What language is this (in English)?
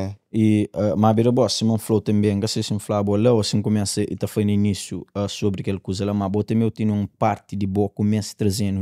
Kabuverdianu